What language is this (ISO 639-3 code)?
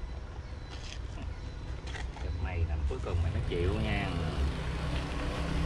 vie